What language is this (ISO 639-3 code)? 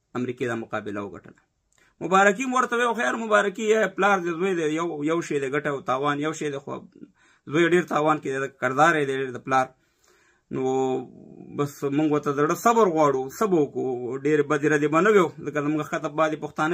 pus